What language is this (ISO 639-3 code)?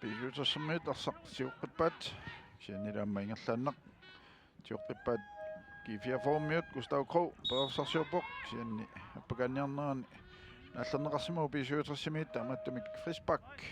kal